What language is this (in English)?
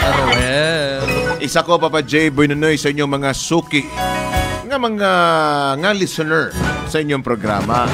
Hiligaynon